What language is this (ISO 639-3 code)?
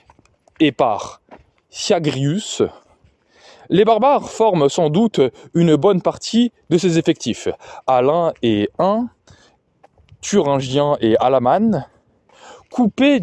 fra